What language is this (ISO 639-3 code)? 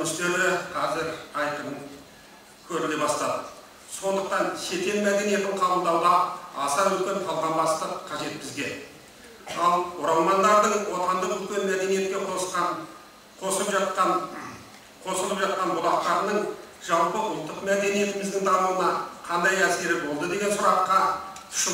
kaz